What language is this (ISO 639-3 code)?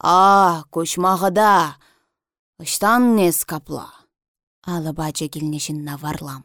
chv